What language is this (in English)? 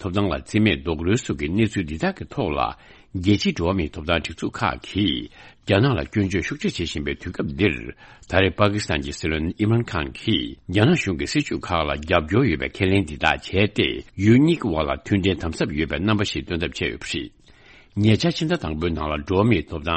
Tibetan